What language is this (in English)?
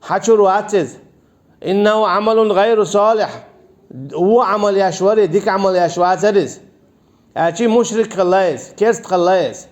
Chechen